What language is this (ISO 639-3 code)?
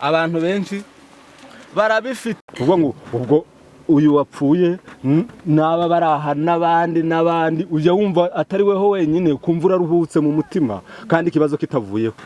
kin